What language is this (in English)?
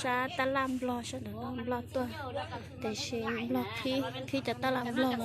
Hmong